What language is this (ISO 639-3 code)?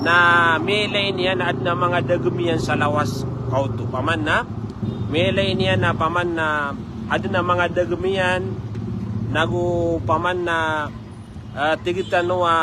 mrw